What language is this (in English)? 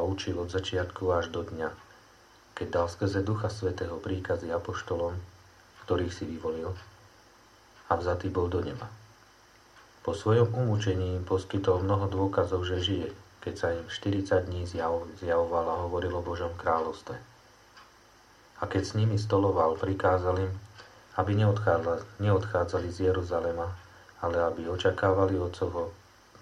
Slovak